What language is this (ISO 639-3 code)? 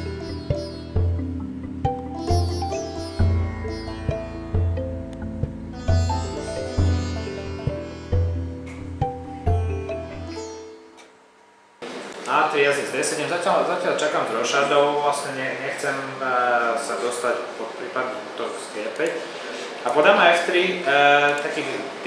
slk